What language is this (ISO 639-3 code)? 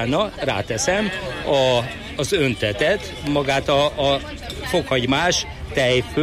hun